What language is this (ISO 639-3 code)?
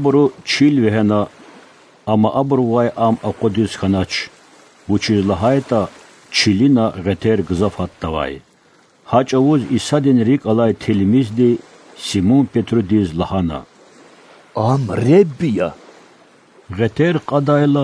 lez